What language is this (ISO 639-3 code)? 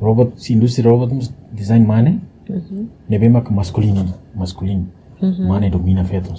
tet